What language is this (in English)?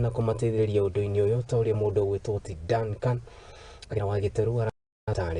Kikuyu